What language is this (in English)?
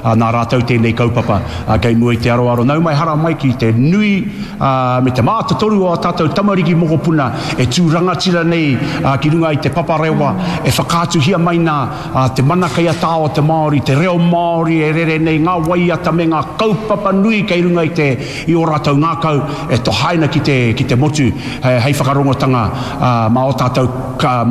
Māori